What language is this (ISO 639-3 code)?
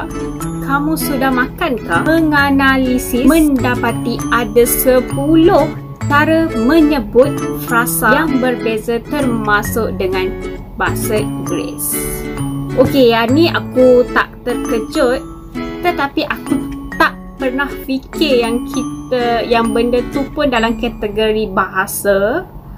msa